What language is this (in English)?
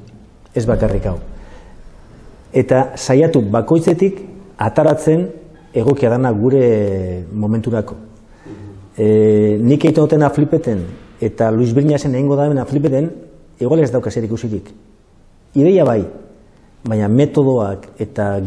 Basque